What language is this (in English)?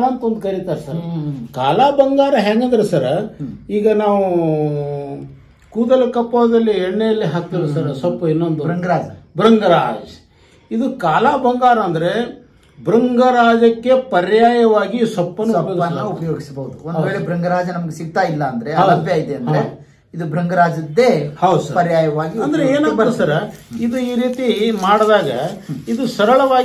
Kannada